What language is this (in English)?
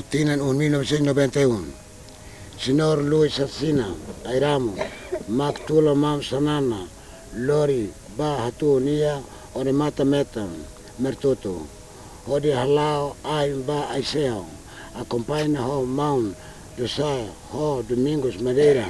Tetum